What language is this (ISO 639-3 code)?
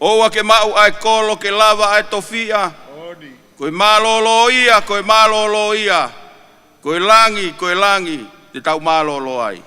ton